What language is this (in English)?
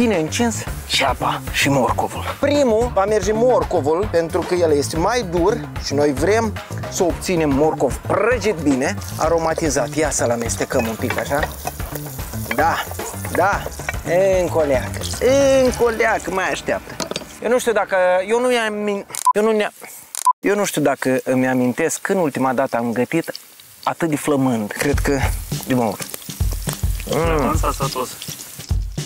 Romanian